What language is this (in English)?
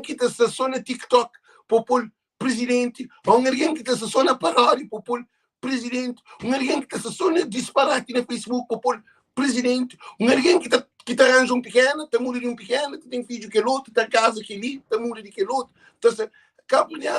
Kabuverdianu